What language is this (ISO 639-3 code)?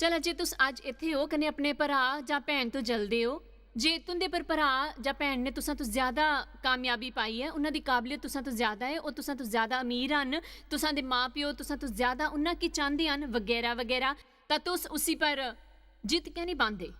doi